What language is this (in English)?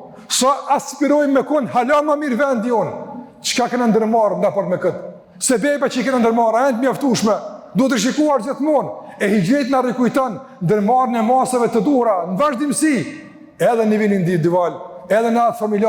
Albanian